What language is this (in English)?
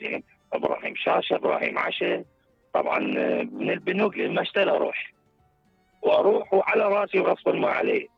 Mesopotamian Arabic